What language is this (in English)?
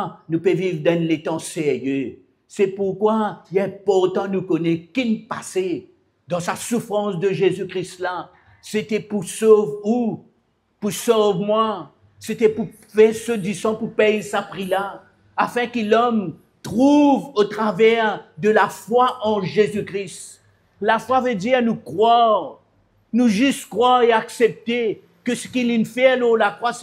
Morisyen